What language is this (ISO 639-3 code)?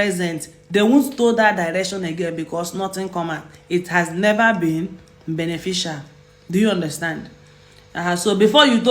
ibo